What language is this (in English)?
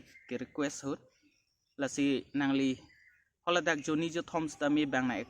Karbi